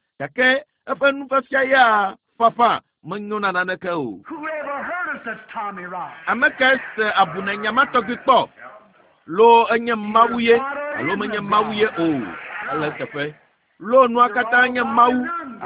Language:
Ewe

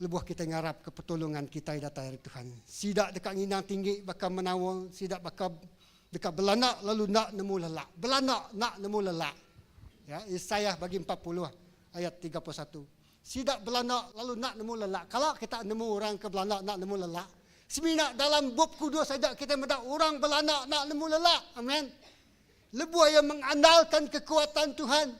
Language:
Iban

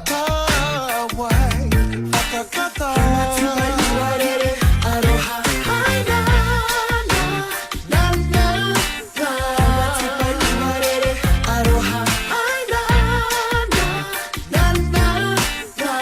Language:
Māori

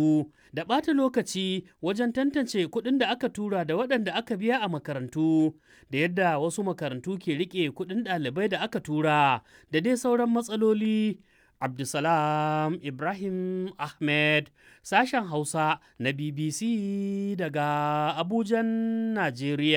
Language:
Hausa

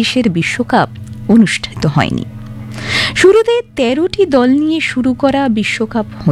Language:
Bangla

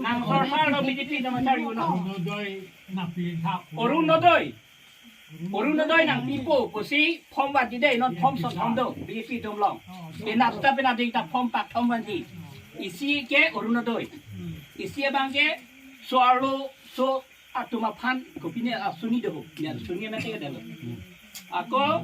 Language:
Karbi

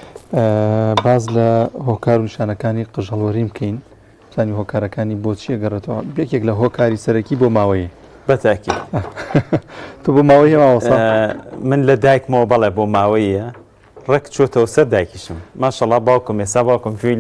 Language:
Central Kurdish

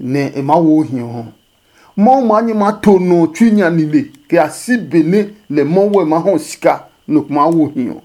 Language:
Adangme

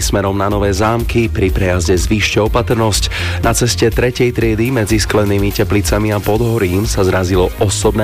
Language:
Slovak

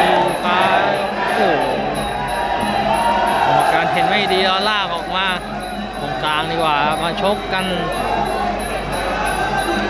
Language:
Thai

